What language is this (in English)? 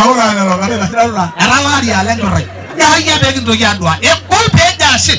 Masai